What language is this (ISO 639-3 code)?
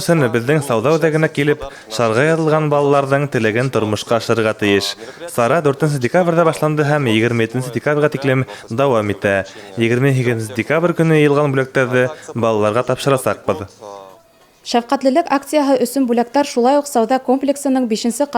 bak